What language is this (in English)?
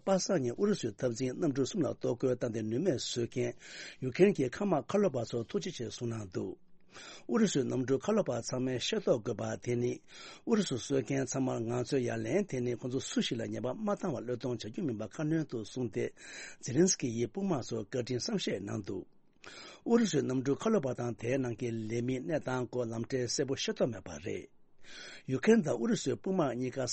Tibetan